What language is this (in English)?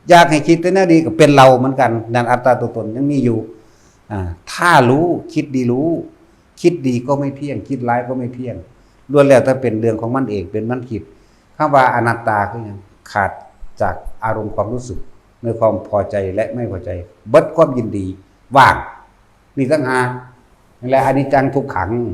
Northeastern Thai